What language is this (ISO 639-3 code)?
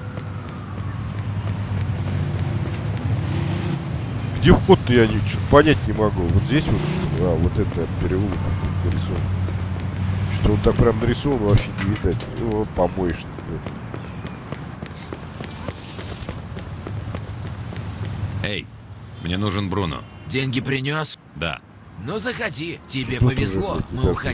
rus